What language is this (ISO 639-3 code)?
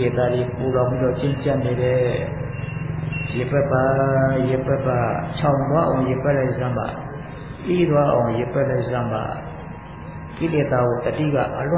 mya